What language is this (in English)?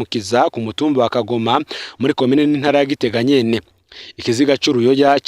Rundi